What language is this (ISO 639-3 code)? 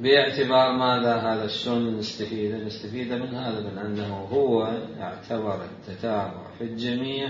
acm